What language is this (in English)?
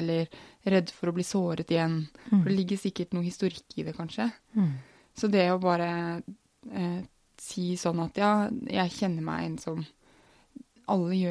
Norwegian